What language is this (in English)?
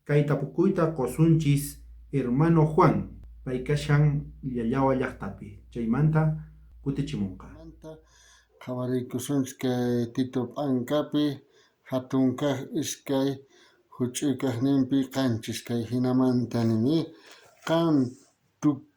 South Bolivian Quechua